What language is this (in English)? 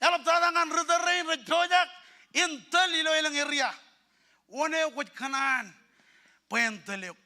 Marshallese